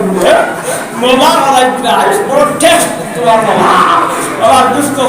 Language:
Sylheti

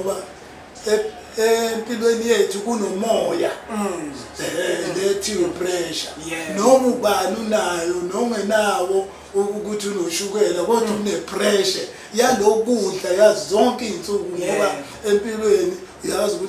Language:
Zulu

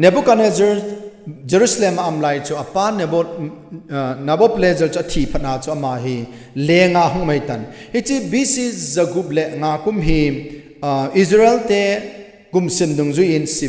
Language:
Thado Chin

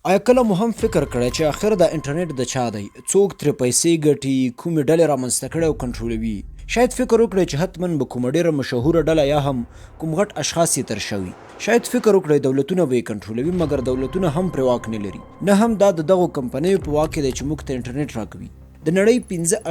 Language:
Pashto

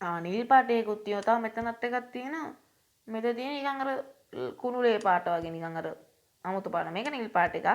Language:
Sinhala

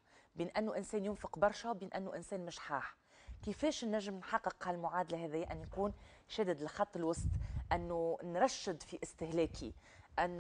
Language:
Tunisian Arabic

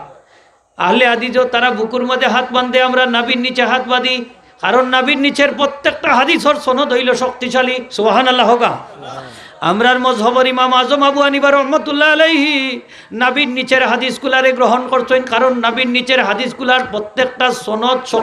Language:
Sylheti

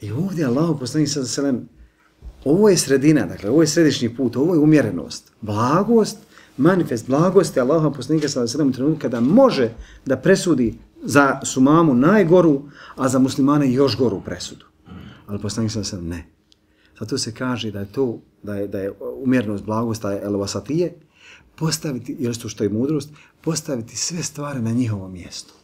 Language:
Bosnian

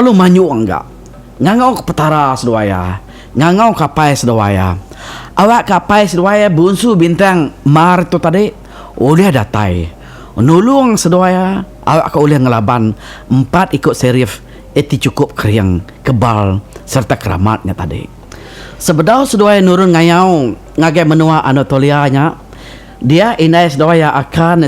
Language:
Iban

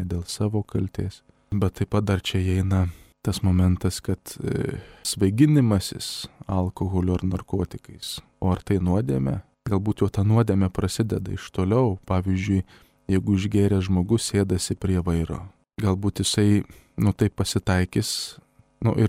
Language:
Lithuanian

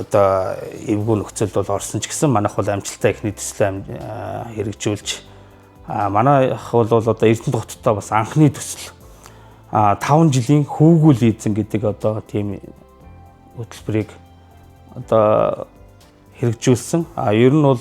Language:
Mongolian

